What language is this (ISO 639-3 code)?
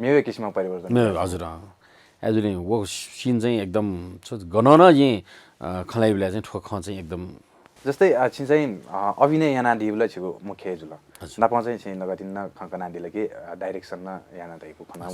new